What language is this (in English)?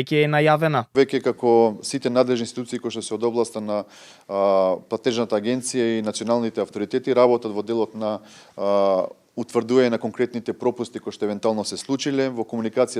Macedonian